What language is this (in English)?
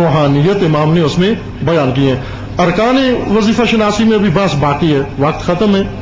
Urdu